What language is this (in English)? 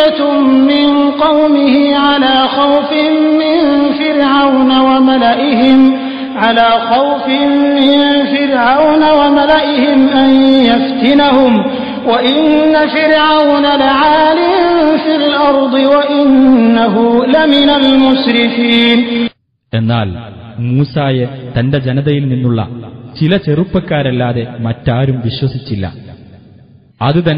Malayalam